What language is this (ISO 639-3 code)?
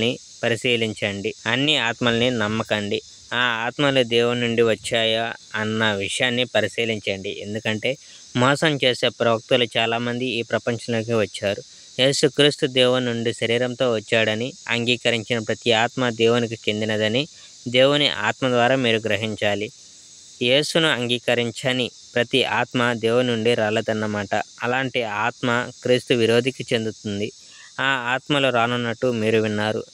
tel